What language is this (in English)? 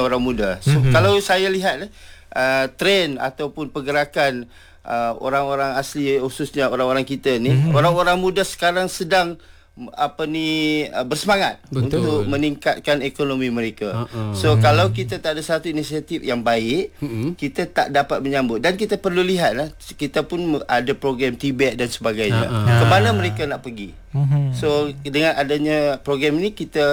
Malay